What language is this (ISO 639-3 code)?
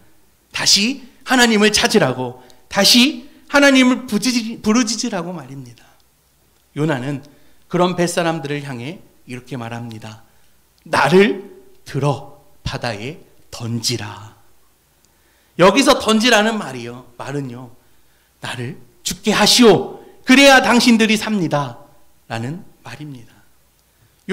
kor